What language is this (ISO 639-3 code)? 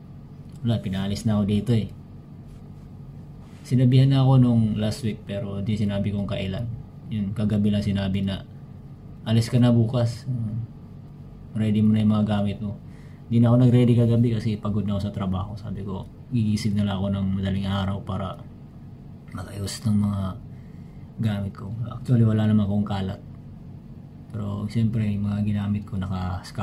fil